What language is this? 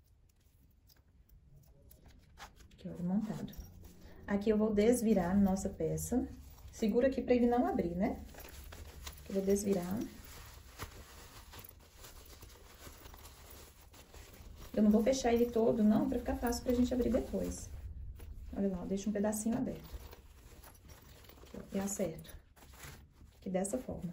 Portuguese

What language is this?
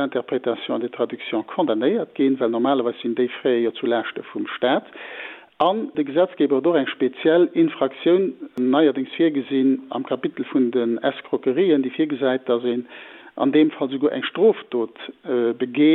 Luxembourgish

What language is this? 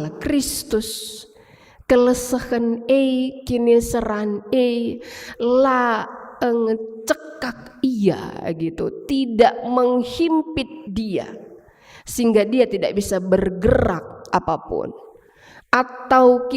Batak Karo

